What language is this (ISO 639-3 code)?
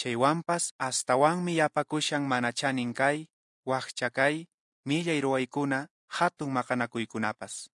que